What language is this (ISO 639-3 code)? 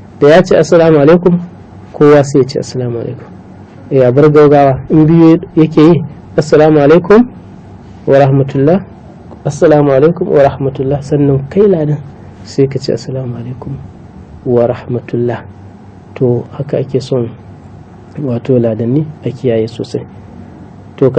hau